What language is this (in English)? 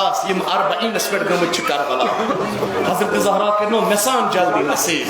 Kashmiri